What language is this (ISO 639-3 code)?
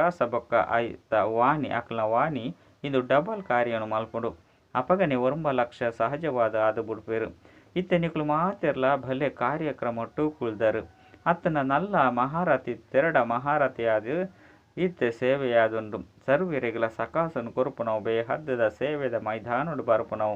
tcy